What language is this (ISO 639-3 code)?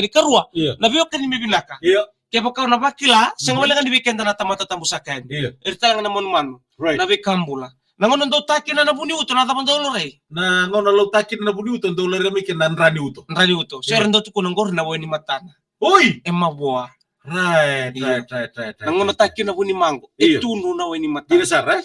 fij